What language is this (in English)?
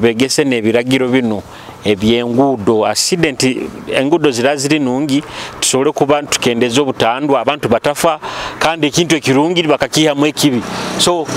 Nyoro